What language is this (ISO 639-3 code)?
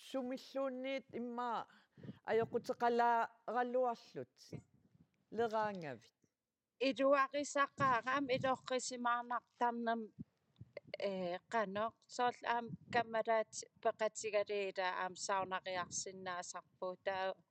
kal